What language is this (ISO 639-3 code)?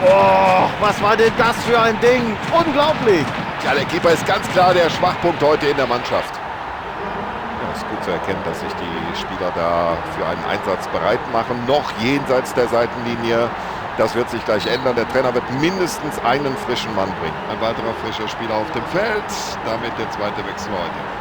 bar